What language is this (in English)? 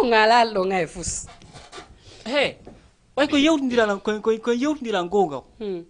Fula